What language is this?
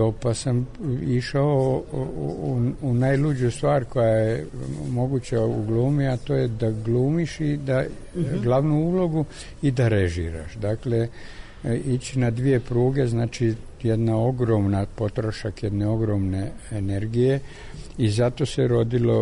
Serbian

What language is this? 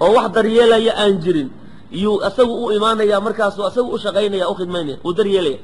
Somali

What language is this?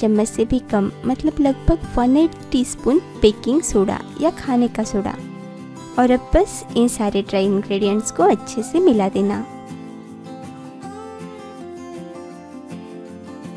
Hindi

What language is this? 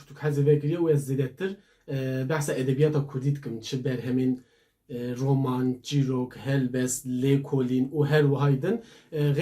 Kurdish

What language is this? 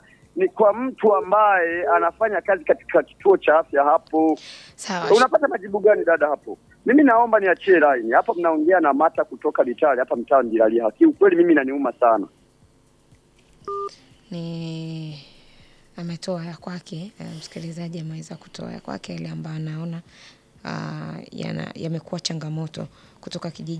Swahili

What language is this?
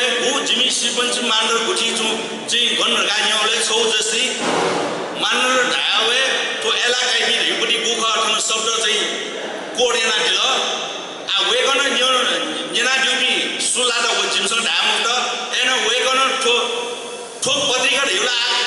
Newari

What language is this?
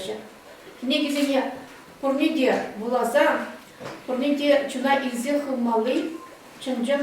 Chuvash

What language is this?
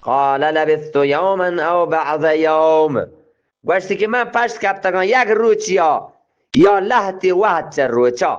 Eastern Balochi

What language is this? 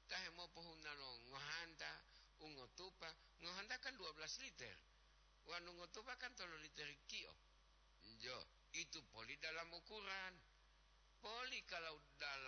Gorontalo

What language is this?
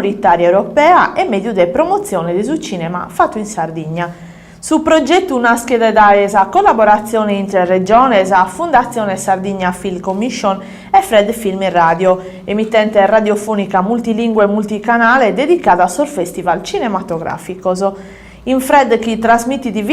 Sardinian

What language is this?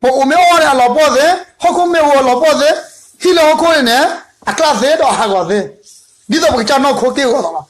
S'gaw Karen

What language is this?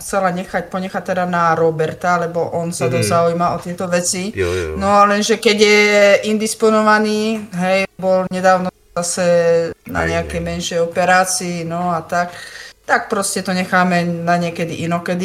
Slovak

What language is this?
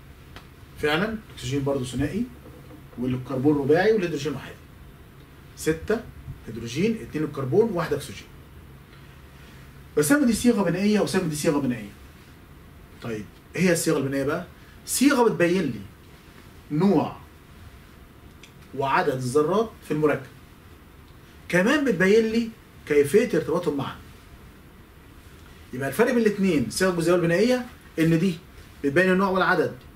Egyptian Arabic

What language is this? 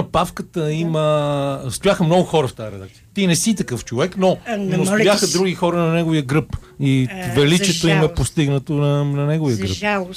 Bulgarian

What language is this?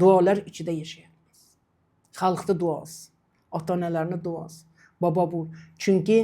Uzbek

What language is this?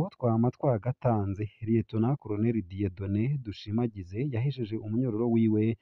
Rundi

